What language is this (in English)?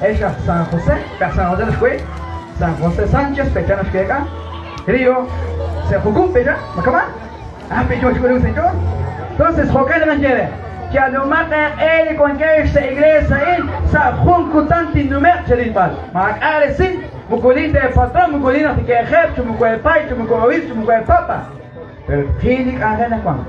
Kekchí